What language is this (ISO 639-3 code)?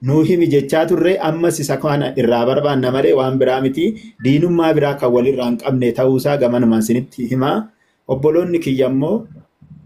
orm